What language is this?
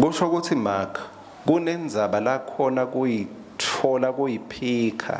Swati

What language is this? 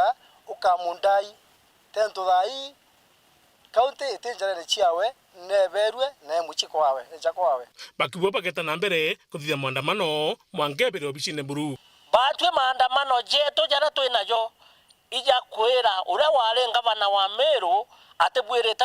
Meru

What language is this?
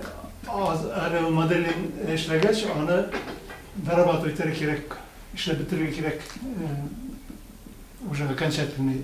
Tatar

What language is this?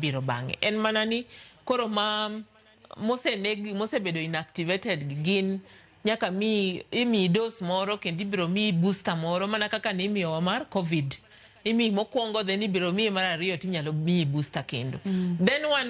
Luo (Kenya and Tanzania)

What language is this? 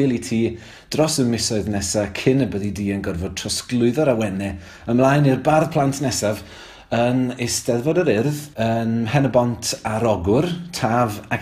Welsh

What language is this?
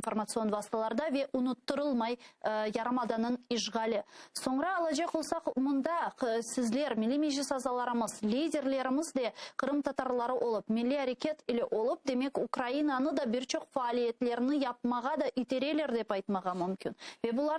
Crimean Tatar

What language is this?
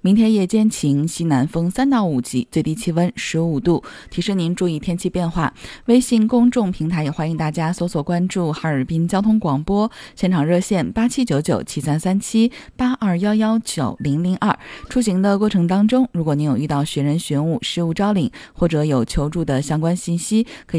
Chinese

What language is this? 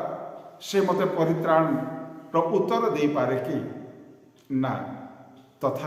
Odia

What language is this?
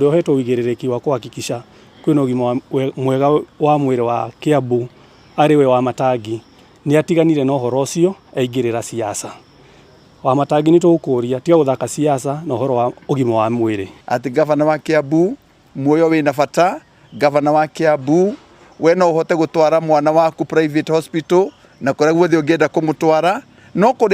Kikuyu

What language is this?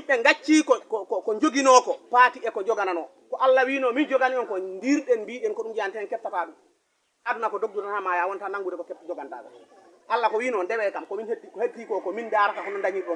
Fula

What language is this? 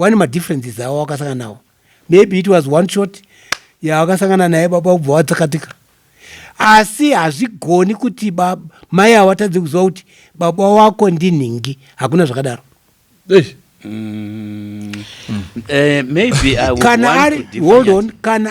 Shona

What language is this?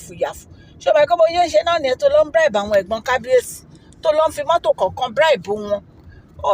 Yoruba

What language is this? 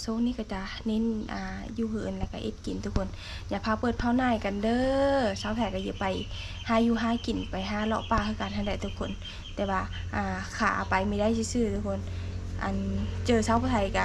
Lao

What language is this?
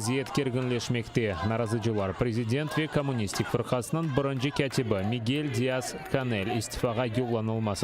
Crimean Tatar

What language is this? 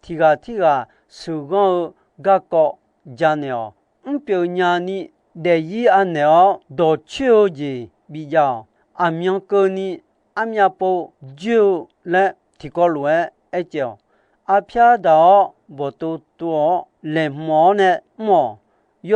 Akha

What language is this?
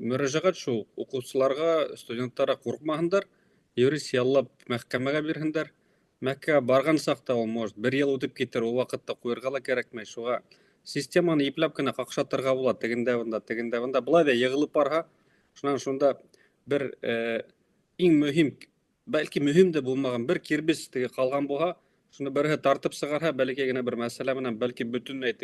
Bashkir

